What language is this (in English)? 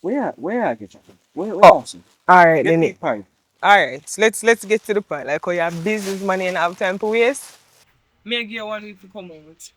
Jamaican Creole English